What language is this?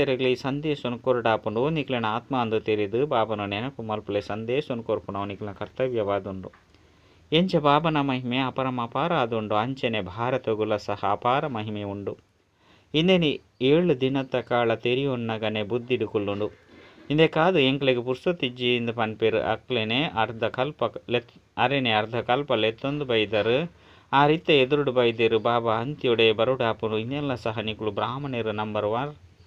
Tulu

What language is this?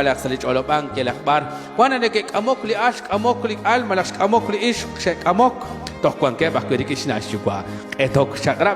Kekchí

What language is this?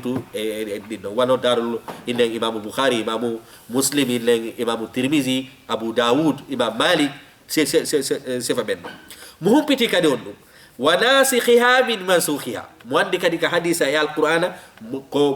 Fula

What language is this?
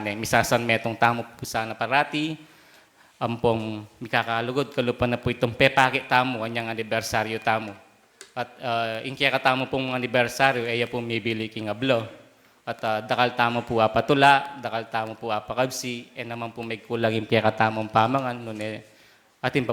Pampanga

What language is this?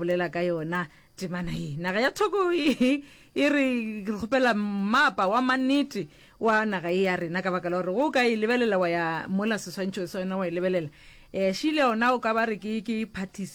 Northern Sotho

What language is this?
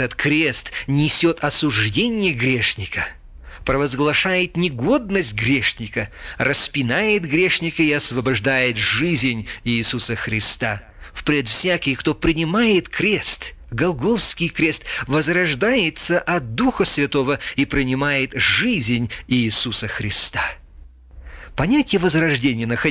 Russian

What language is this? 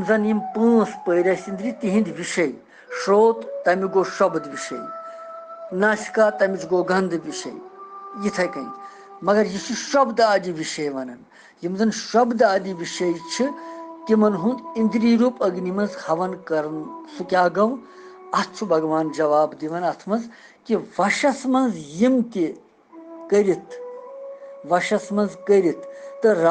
Kashmiri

